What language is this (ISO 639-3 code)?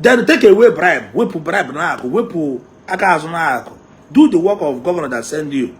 ibo